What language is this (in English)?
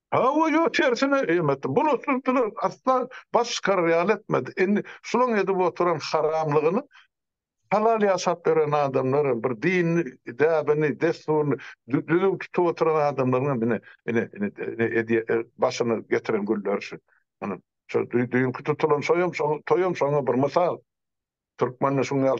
Turkmen